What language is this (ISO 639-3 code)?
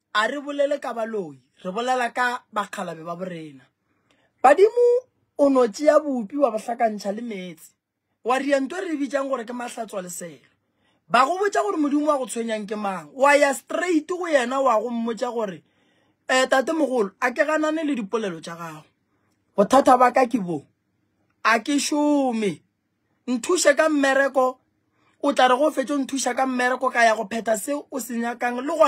nso